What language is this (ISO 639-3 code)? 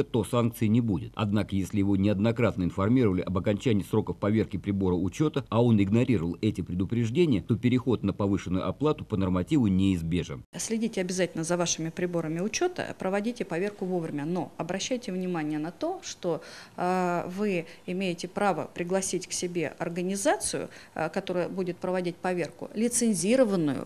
rus